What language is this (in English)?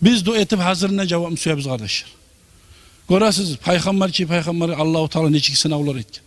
Kumyk